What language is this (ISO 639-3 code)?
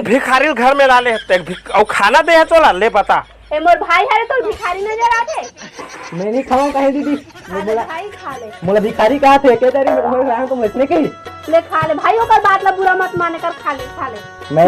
hne